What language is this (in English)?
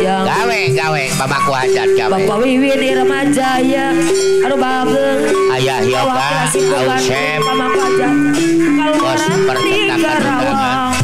Sundanese